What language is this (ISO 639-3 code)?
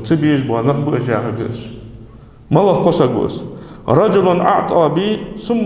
inh